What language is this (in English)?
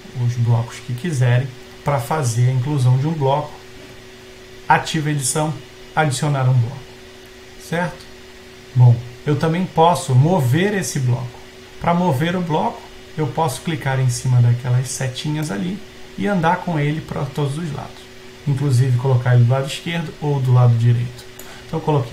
Portuguese